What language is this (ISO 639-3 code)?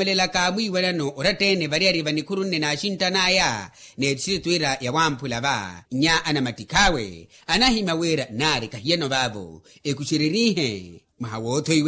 vmw